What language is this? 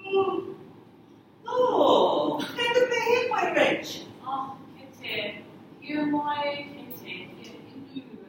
Māori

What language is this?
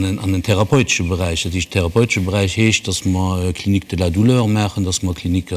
Luxembourgish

